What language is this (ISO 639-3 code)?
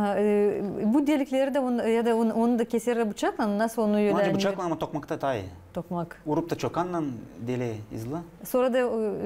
gag